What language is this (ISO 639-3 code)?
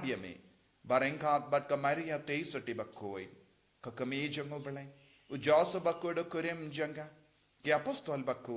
kha